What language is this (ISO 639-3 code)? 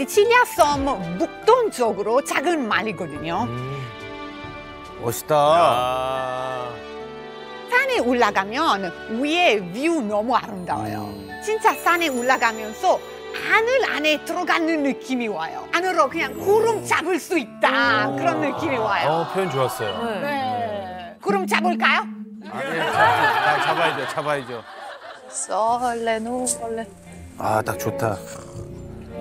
kor